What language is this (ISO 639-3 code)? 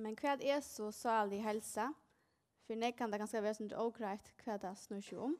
fao